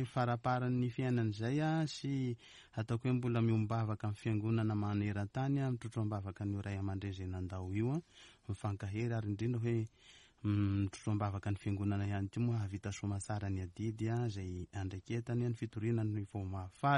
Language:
Malagasy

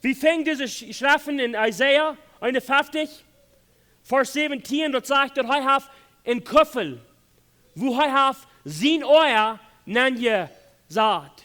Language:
Plautdietsch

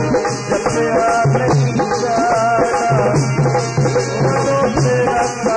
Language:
Punjabi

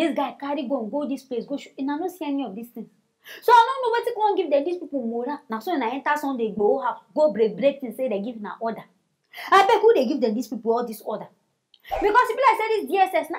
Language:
Nigerian Pidgin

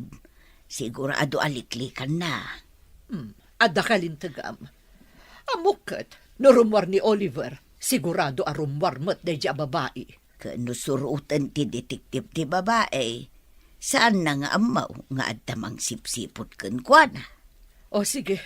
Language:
Iloko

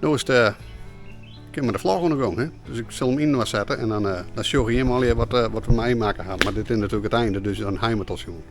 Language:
Western Frisian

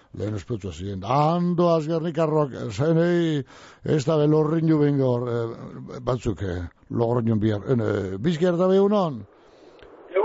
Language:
Basque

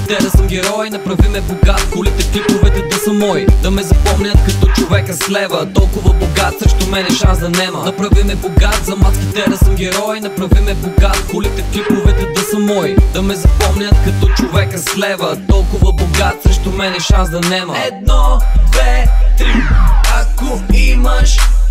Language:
Bulgarian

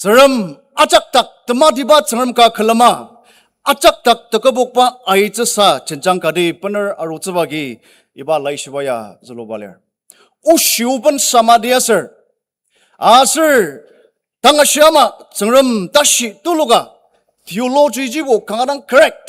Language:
Ao Naga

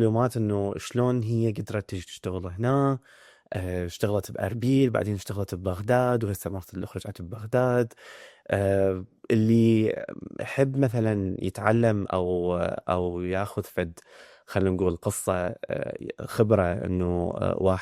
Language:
Mesopotamian Arabic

